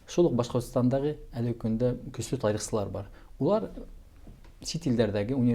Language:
Bashkir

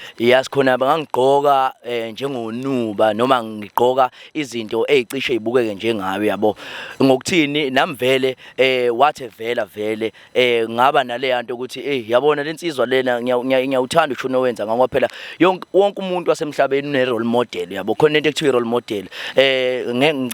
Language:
Zulu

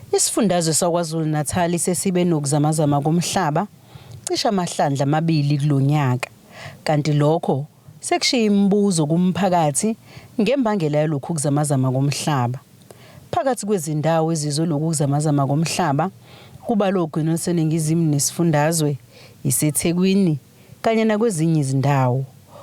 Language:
Zulu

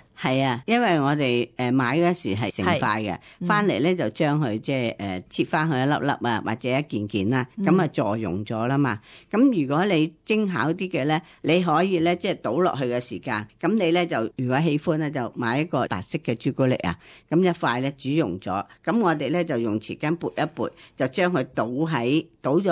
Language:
Cantonese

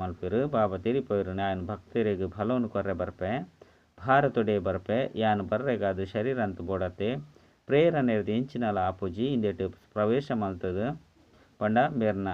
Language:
Tulu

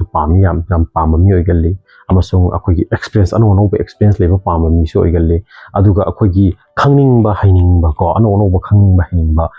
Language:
Manipuri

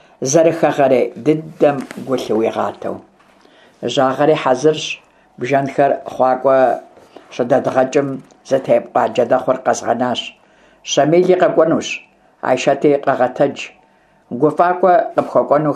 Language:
Kabardian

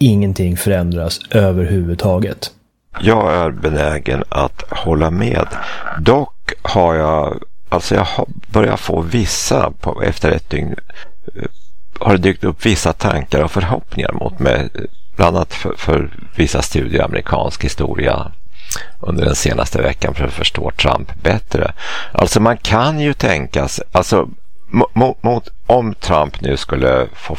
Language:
Swedish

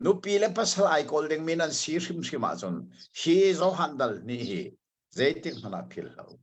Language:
Hakha Chin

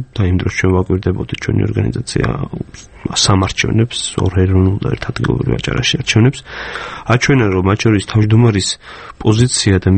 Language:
Georgian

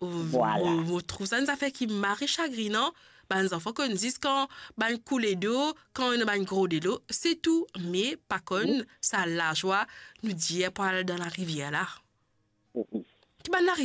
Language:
Morisyen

